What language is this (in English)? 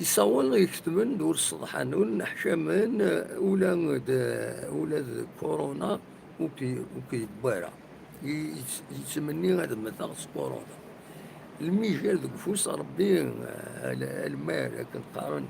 Kabyle